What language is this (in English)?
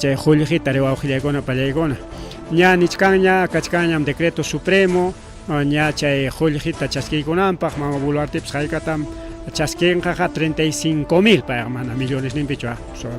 Ayacucho Quechua